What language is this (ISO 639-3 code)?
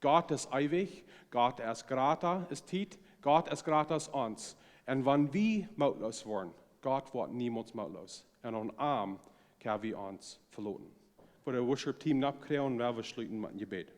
pdt